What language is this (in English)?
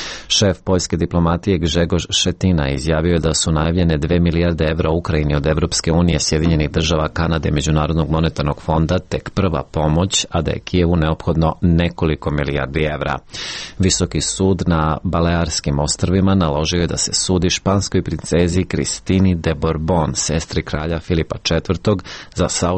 Serbian